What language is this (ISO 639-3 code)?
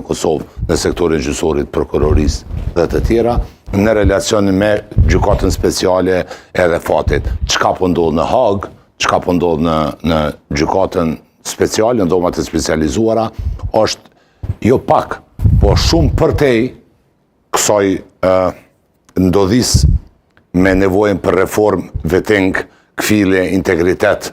sqi